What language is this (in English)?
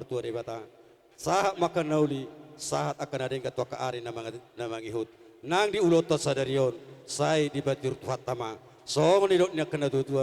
Batak Toba